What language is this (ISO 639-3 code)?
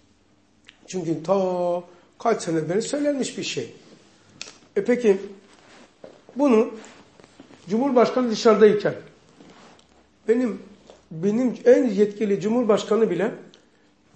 tur